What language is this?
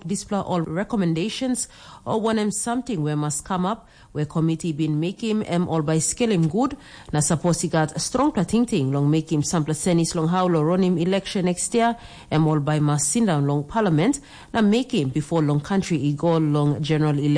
Tok Pisin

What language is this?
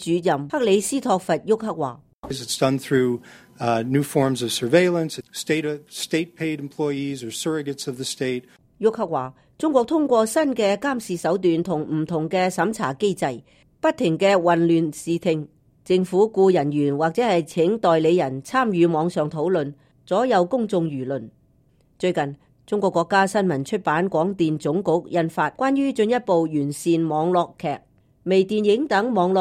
Cantonese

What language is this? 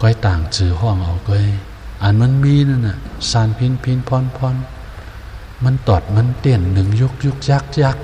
Shan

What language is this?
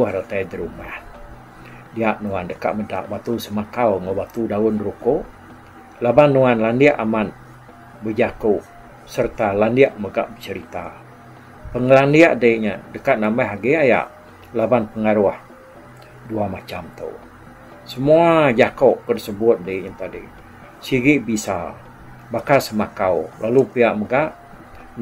Iban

